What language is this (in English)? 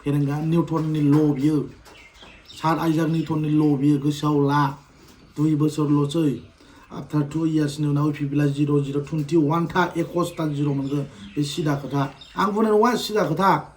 Bodo